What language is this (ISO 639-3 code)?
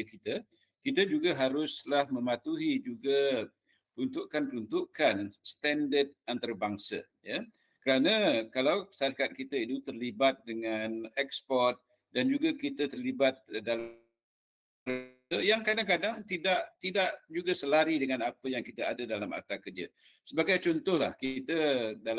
msa